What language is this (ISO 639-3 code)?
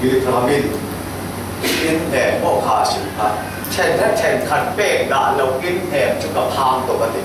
cfm